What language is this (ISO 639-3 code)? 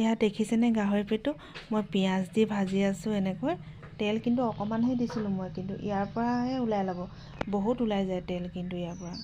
asm